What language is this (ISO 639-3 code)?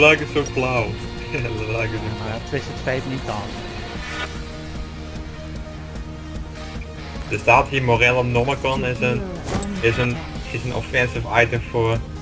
nld